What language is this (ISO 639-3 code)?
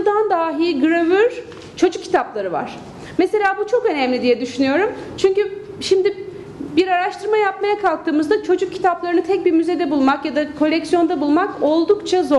tur